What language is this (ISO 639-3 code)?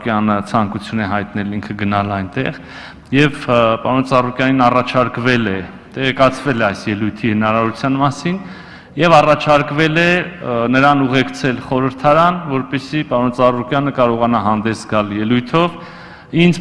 hye